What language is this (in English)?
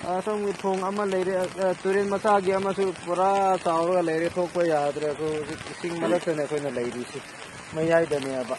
Manipuri